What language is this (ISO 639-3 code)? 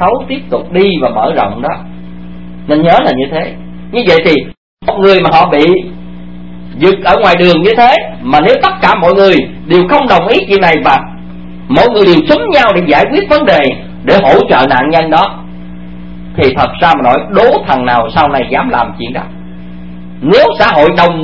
vie